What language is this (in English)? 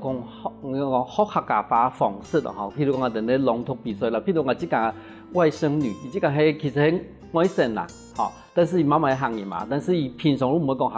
Hakka Chinese